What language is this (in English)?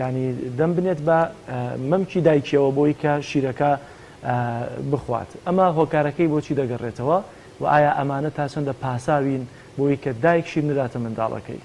Central Kurdish